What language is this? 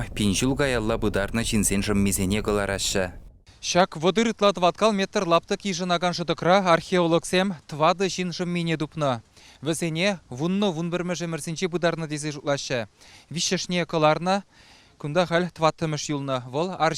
Chuvash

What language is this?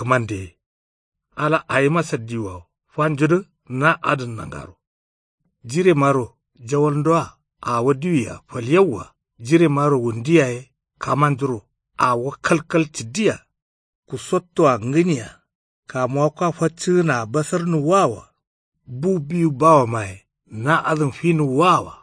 Kanuri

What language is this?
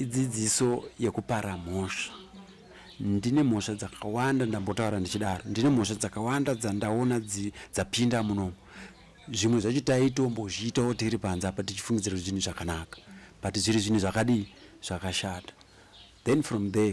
Shona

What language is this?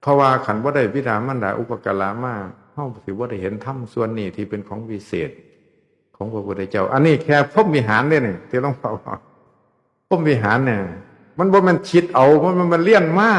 Northeastern Thai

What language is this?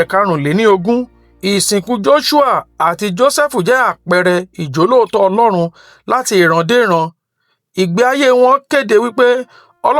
Yoruba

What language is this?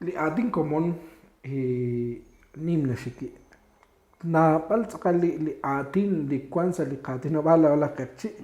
Kekchí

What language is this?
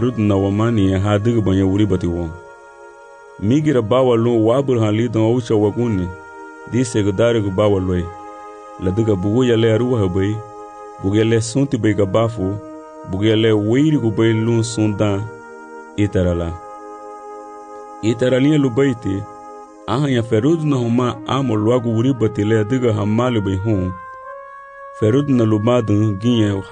Garifuna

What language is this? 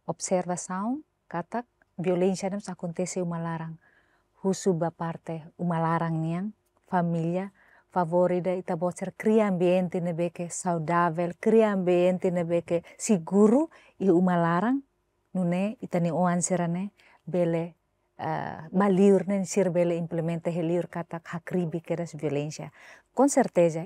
Tetum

